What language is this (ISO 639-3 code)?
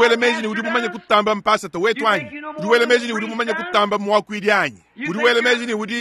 lua